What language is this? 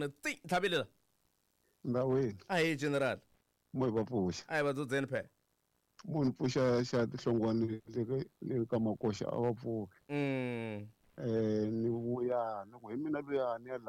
Tsonga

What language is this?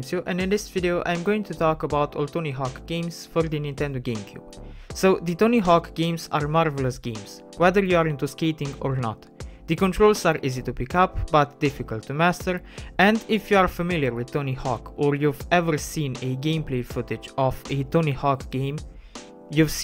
English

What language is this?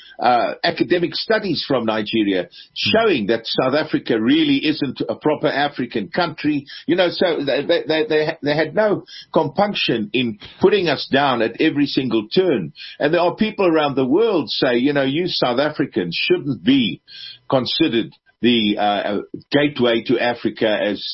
English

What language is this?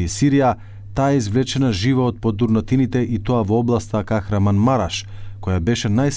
Macedonian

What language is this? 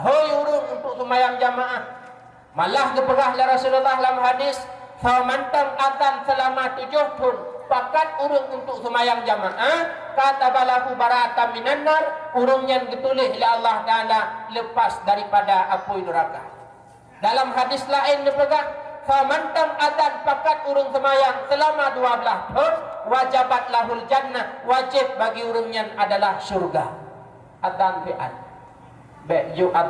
Achinese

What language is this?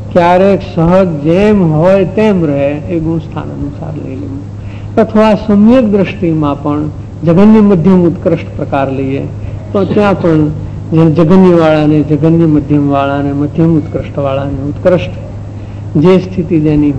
Gujarati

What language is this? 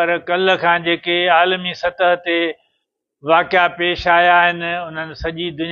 Sindhi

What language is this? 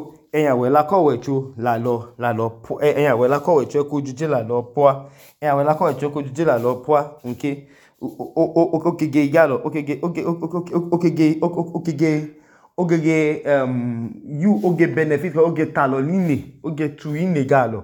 Idoma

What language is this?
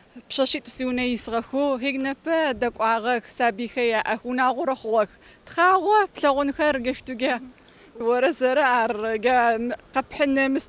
Adyghe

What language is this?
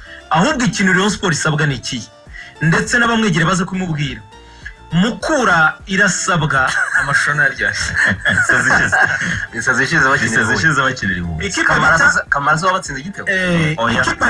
Kinyarwanda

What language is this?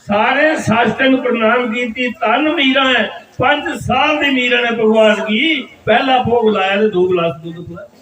Dogri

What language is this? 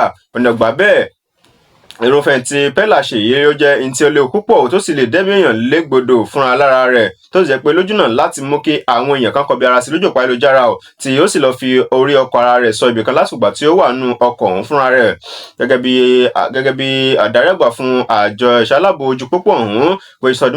Yoruba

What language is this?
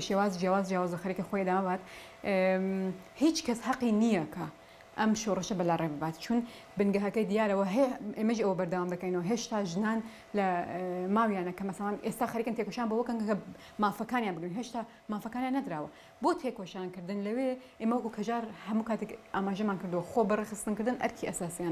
Central Kurdish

